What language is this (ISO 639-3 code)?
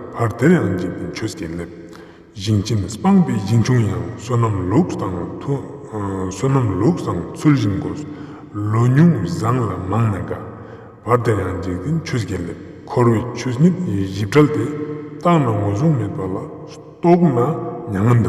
lbj